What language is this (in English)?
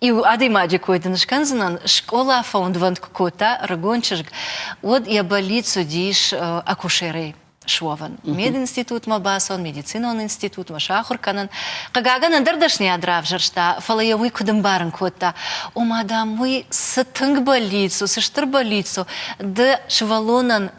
Ossetic